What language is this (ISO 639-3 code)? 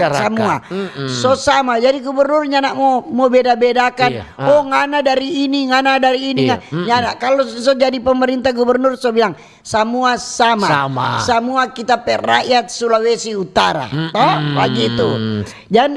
xmm